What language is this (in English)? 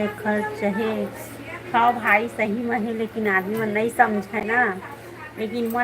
Chhattisgarhi